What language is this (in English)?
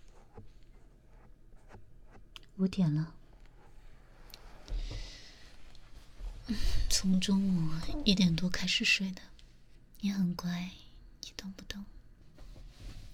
Chinese